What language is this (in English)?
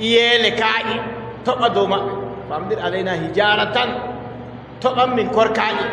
Adamawa Fulfulde